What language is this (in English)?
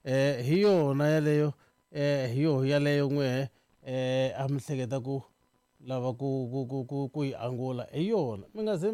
Tsonga